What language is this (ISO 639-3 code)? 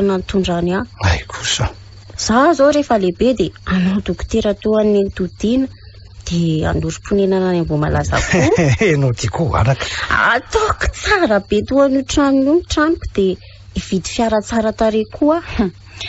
mlg